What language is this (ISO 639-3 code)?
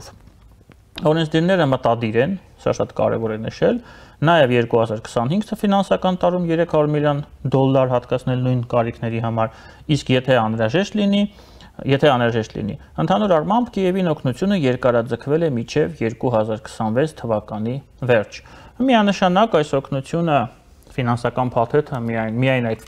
hye